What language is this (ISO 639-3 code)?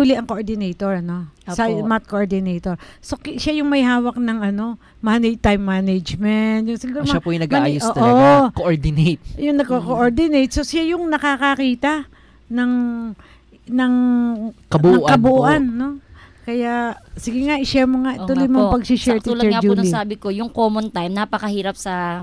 fil